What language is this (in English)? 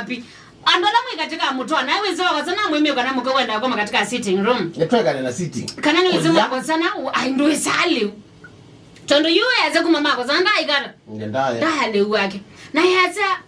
Kamba